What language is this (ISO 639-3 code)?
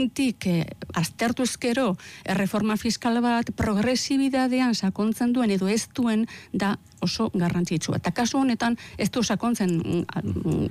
eus